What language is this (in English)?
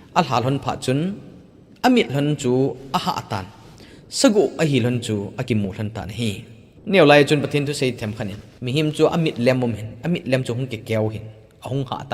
Thado Chin